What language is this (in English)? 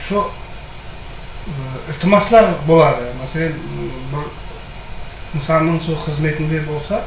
Kara-Kalpak